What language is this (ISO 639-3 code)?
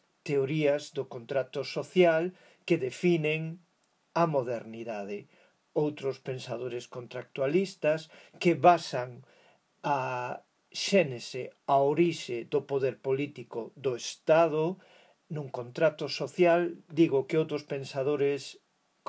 glg